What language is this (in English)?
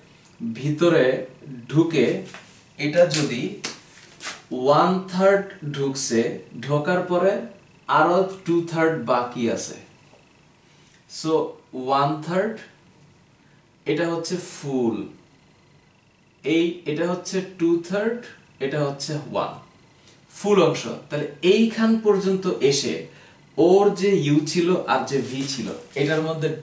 Bangla